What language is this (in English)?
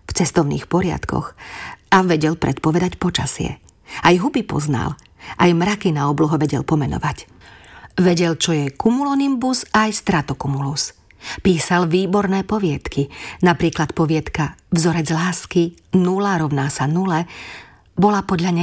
Slovak